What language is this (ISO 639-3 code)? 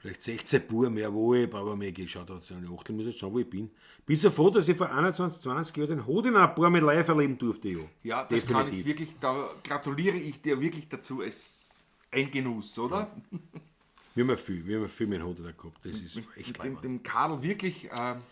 bar